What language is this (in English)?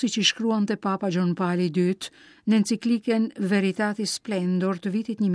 Albanian